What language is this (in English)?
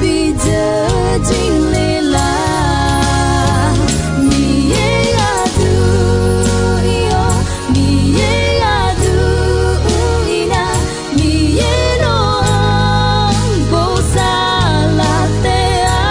Akha